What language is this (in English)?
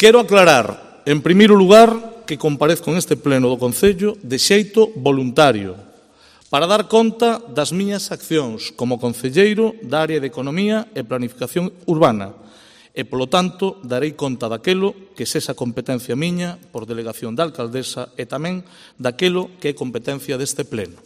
Galician